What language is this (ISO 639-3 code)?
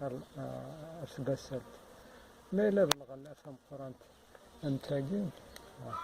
kab